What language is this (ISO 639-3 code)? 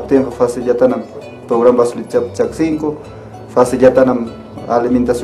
quy